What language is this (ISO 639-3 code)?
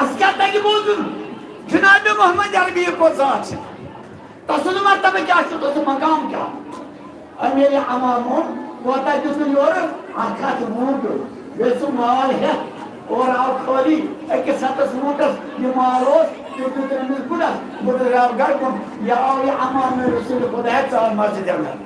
kas